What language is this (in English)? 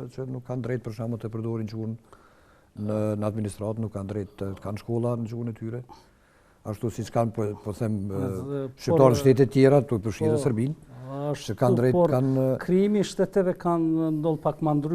Albanian